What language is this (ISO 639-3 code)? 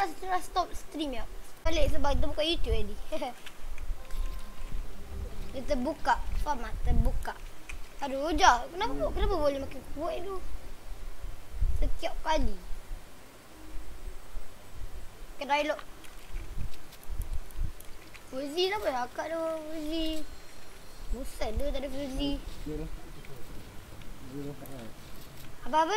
msa